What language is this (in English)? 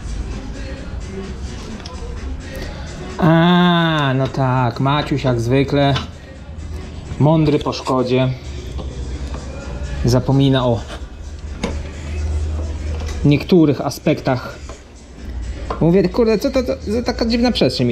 Polish